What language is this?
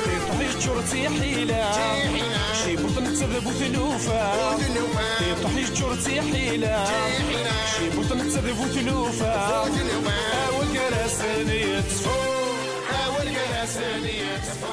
Kabyle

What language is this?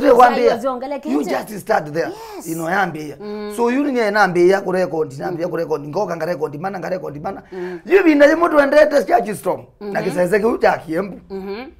Kamba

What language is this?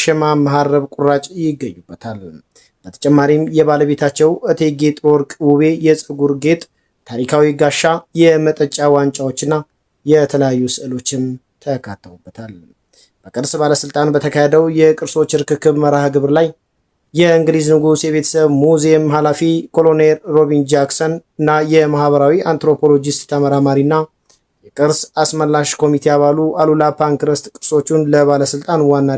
Amharic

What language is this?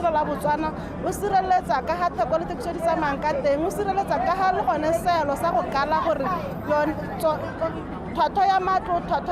Tswana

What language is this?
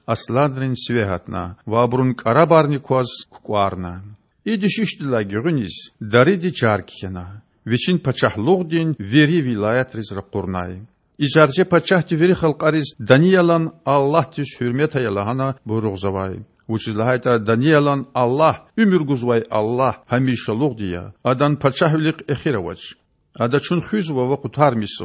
Lezghian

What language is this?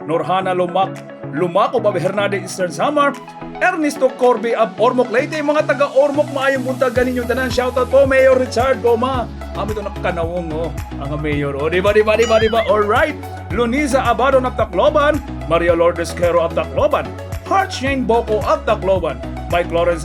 Waray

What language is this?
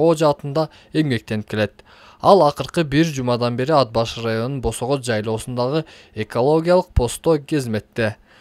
Kyrgyz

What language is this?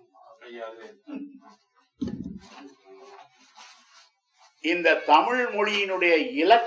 Tamil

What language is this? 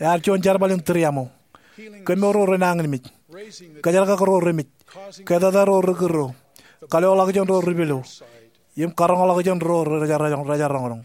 Marshallese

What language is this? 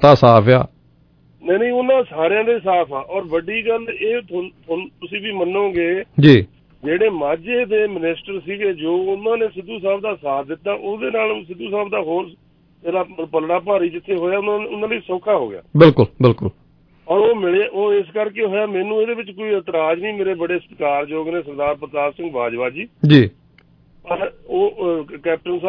Punjabi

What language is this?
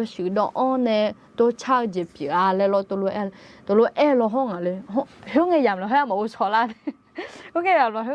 Akha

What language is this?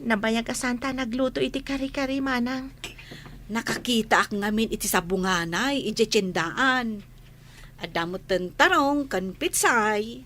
Iloko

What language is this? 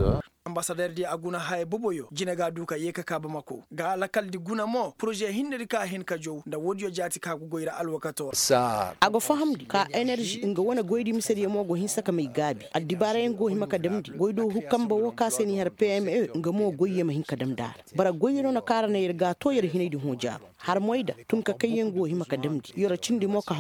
Koyraboro Senni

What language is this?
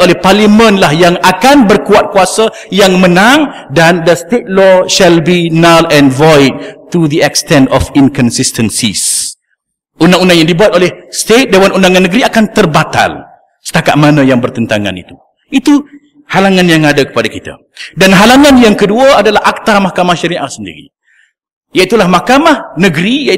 Malay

